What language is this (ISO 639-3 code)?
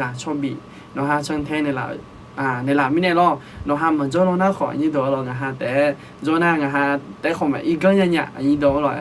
ahk